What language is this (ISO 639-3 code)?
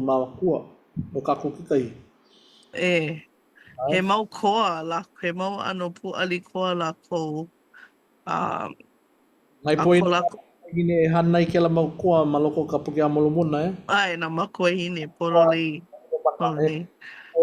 haw